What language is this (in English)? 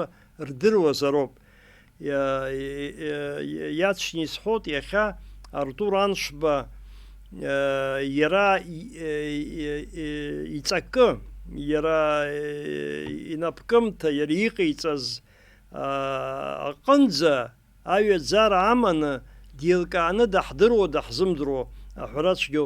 Abkhazian